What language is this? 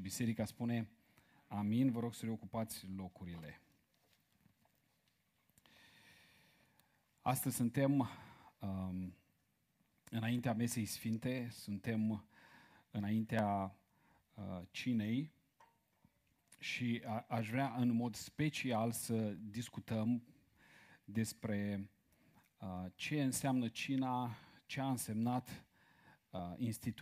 Romanian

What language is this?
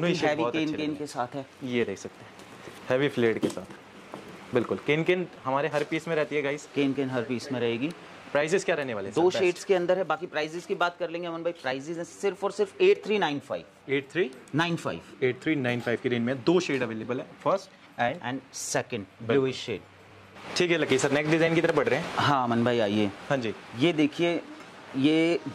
Hindi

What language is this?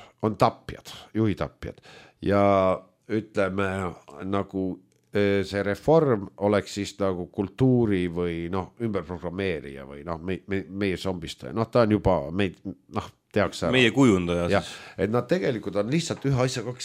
Estonian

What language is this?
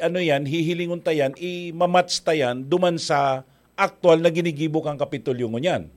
Bikol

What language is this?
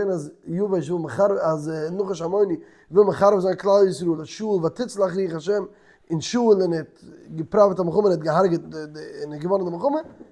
Yiddish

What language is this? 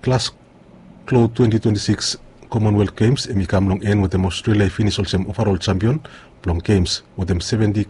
Bislama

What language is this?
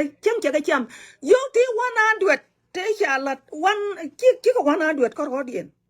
Nuer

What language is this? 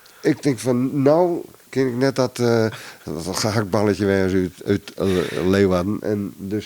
Western Frisian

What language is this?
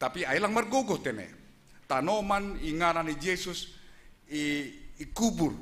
Batak Simalungun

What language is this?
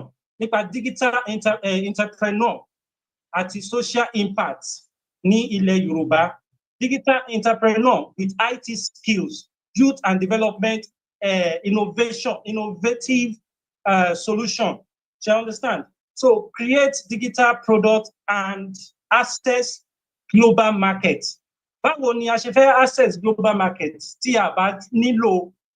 Yoruba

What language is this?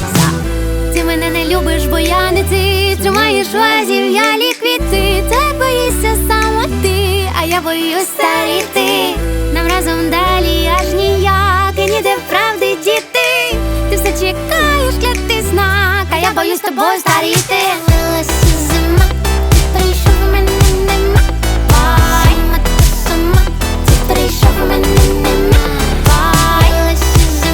Ukrainian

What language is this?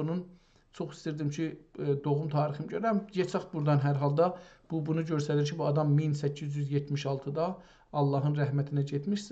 South Azerbaijani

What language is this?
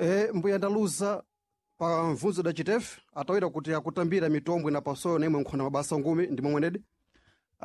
Sena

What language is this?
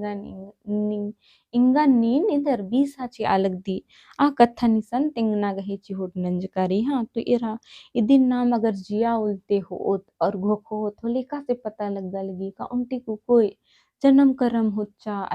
Kurukh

